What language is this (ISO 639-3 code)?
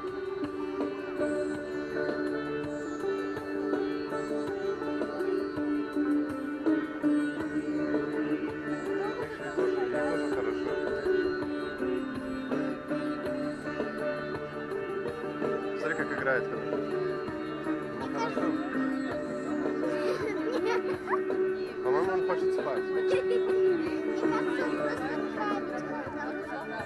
rus